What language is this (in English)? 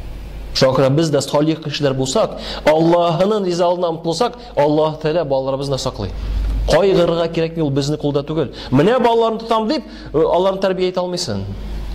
Tatar